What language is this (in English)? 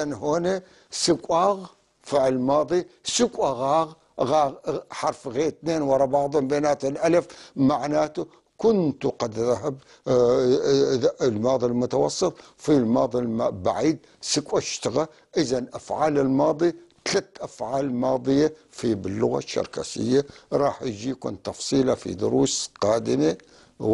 North Levantine Arabic